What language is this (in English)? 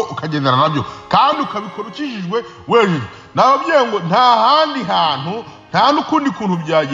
Kinyarwanda